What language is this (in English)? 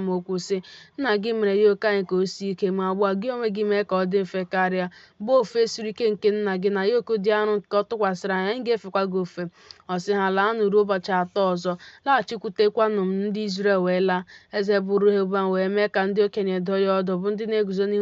Igbo